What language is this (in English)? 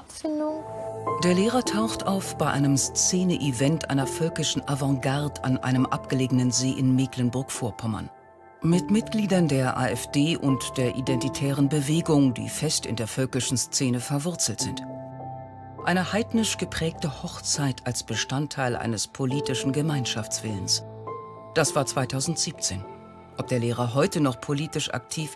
German